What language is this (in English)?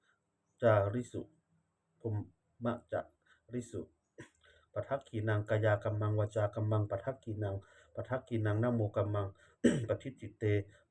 Pali